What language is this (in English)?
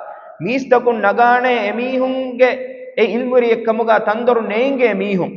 Divehi